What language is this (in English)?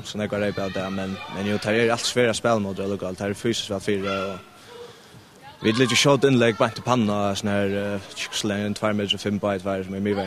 Faroese